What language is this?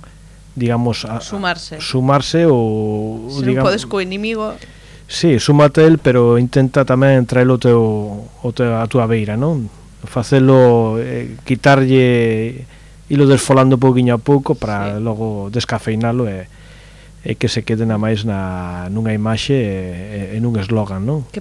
Galician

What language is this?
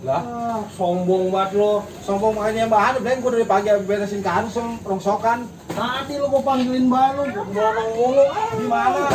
Betawi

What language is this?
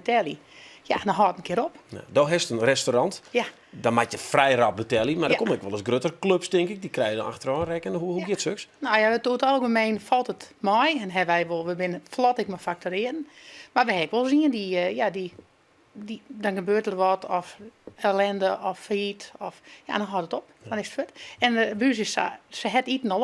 Western Frisian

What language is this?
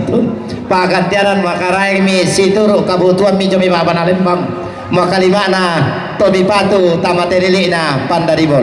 Toraja-Sa'dan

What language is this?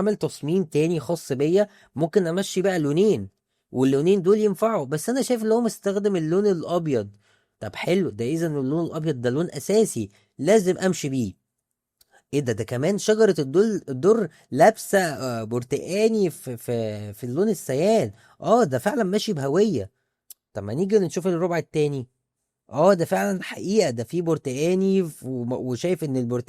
Egyptian Arabic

